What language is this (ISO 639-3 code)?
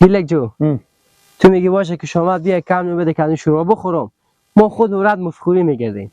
fas